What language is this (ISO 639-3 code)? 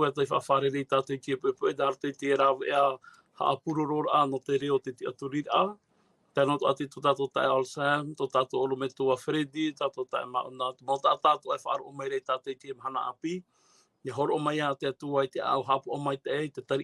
tah